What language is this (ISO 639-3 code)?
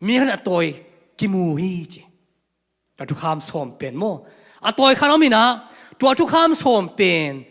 ctd